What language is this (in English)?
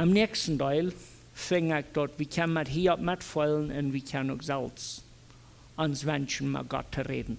Plautdietsch